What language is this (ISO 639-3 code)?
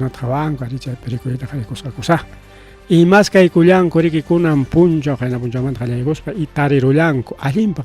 quy